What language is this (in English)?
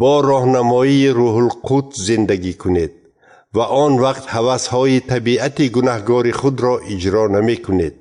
Tajik